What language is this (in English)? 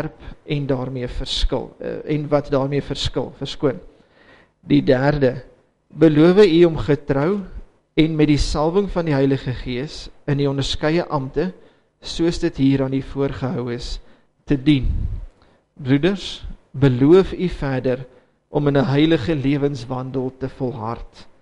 Afrikaans